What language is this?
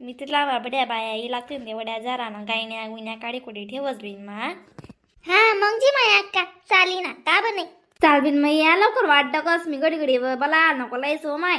Khandesi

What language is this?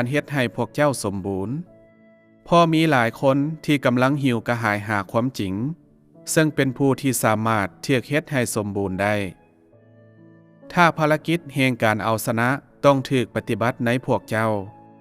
Lao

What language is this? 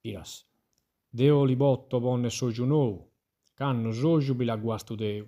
Sardinian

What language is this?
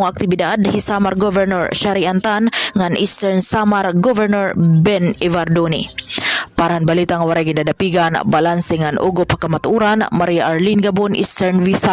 Waray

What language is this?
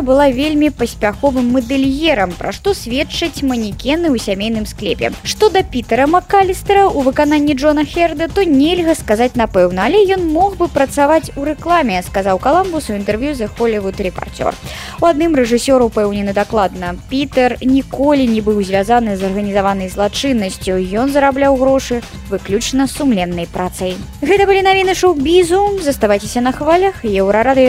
Belarusian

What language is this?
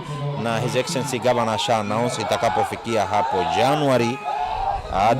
Kamba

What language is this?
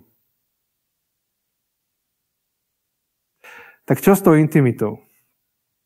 Slovak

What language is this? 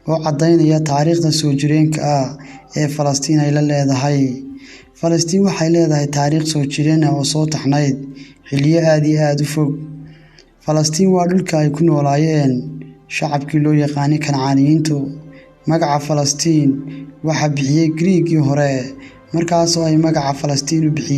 Somali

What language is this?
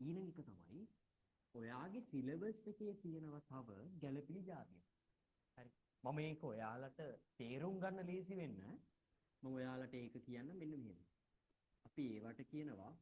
Sinhala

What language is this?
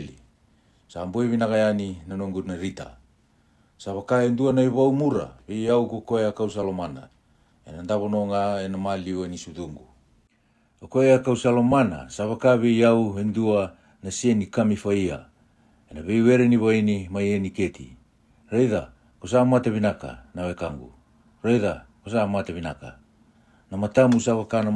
Fijian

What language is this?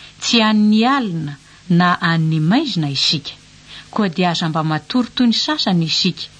Malagasy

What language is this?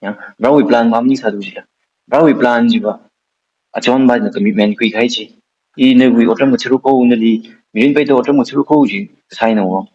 Tangkhul Naga (India)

